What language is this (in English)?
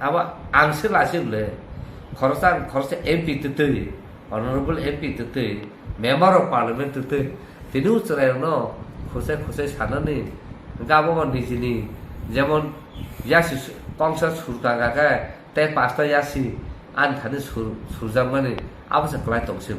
Kok Borok